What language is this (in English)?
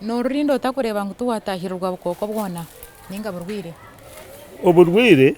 Nyankole